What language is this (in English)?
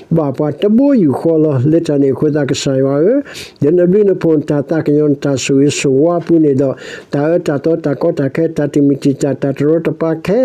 S'gaw Karen